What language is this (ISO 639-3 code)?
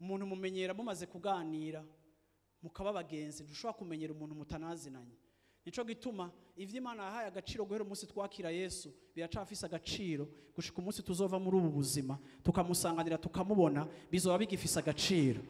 run